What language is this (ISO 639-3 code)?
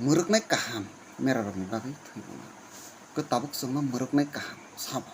trp